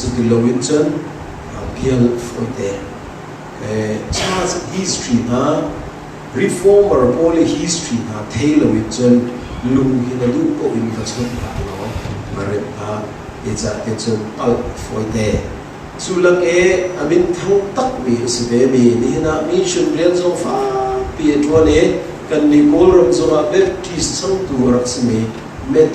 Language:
Hakha Chin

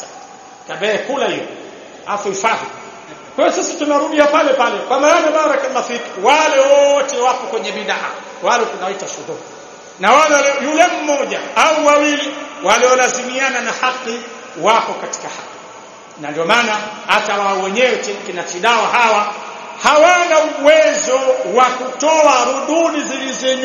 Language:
Swahili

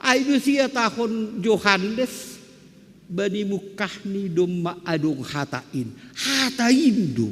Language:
Batak Simalungun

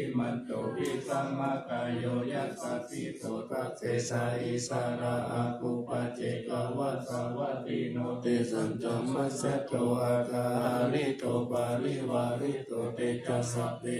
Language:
Pali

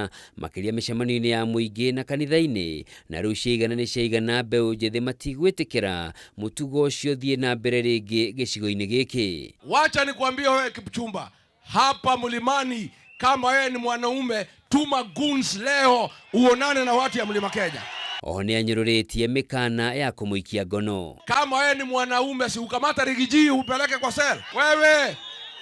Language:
Kikuyu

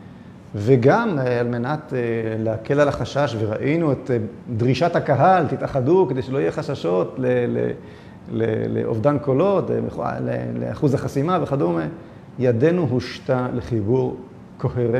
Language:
Hebrew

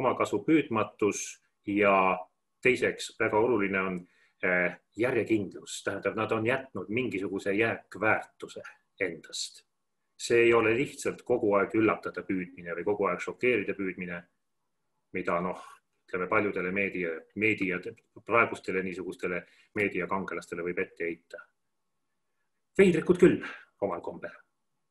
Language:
Estonian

